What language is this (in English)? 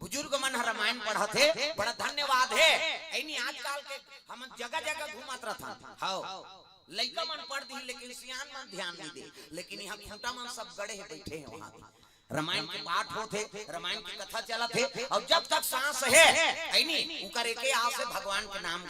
Chhattisgarhi